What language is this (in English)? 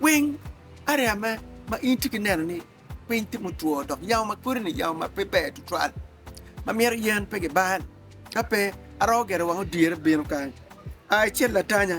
Acoli